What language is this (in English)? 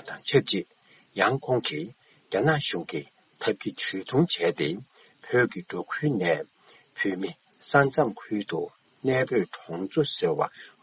Tibetan